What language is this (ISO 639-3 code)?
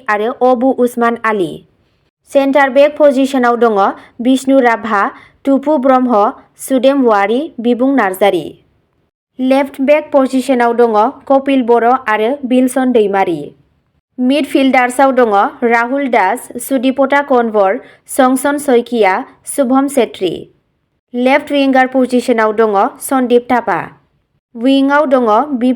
brx